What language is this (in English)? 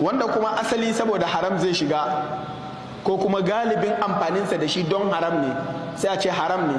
Hausa